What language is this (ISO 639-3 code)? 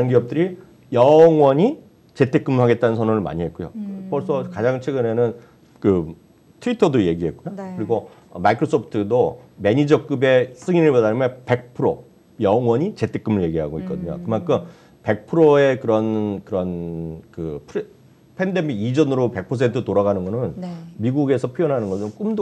kor